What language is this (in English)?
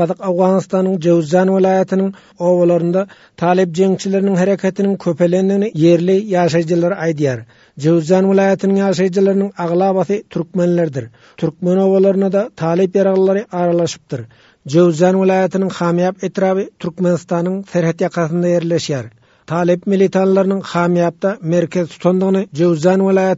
Turkmen